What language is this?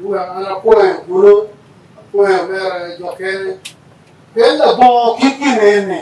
Acoli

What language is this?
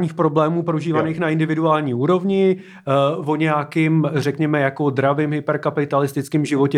Czech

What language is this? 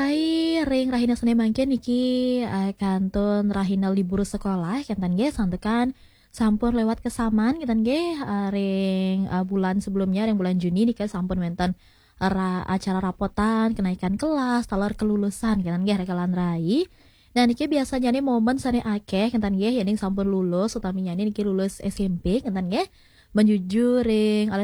Balinese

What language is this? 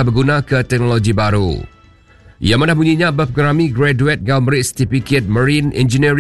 Iban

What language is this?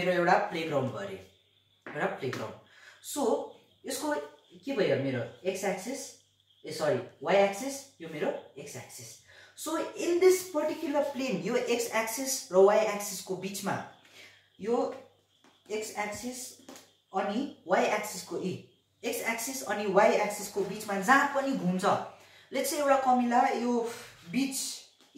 Nepali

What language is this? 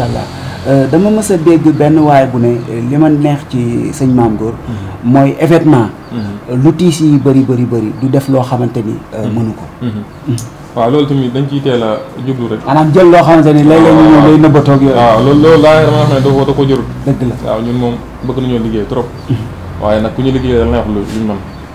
Wolof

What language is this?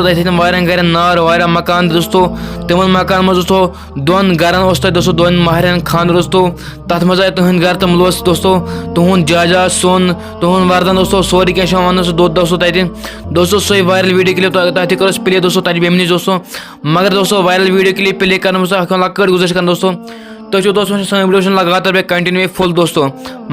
Kashmiri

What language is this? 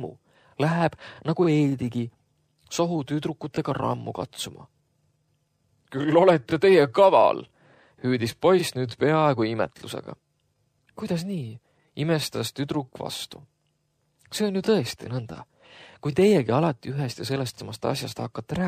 Estonian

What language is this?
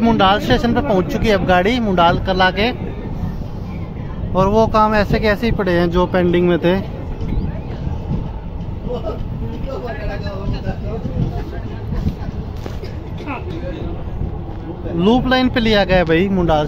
Hindi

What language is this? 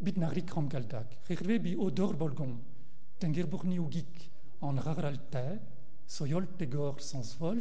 Mongolian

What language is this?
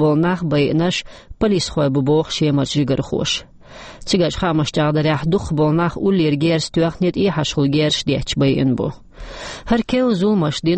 Chechen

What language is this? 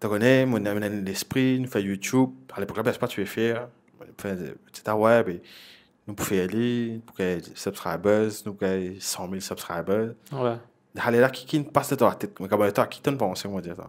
Morisyen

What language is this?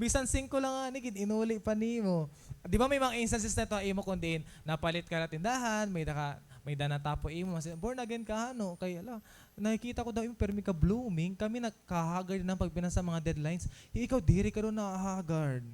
Waray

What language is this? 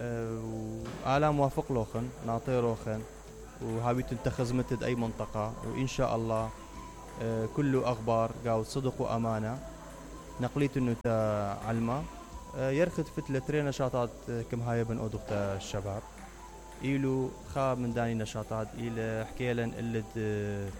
Mesopotamian Arabic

